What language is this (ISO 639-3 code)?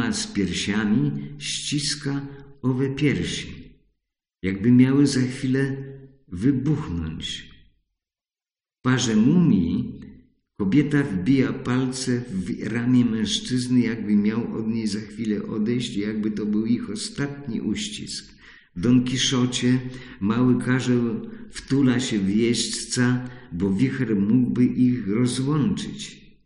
pol